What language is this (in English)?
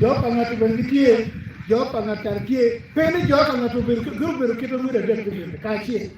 Acoli